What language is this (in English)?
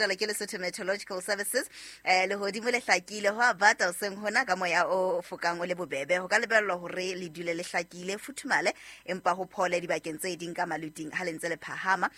Southern Sotho